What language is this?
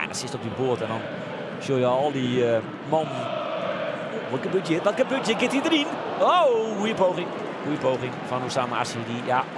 Western Frisian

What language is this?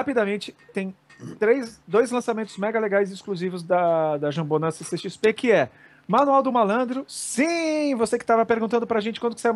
Portuguese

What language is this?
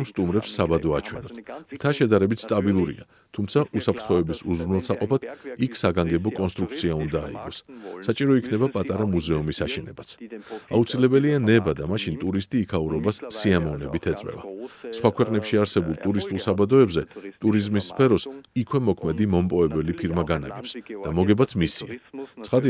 Georgian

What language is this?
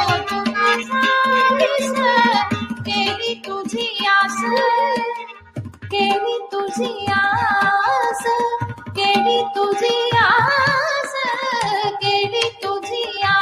Marathi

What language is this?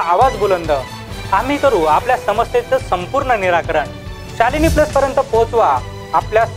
Marathi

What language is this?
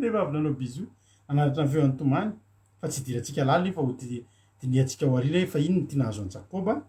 Malagasy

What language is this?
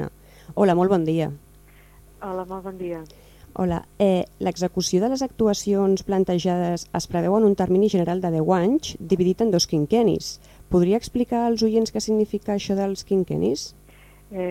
Catalan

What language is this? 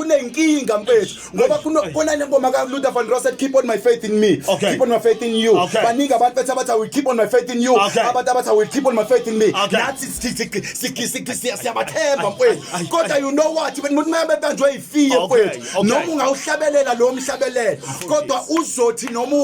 Zulu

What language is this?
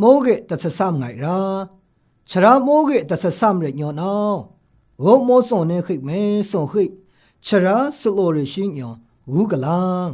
Maru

